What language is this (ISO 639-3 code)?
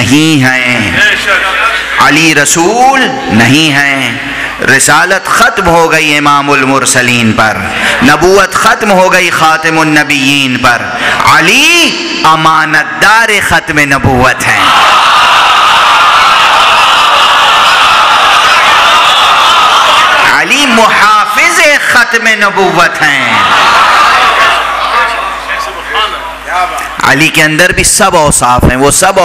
urd